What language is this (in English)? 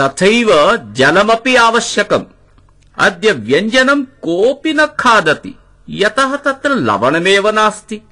Sanskrit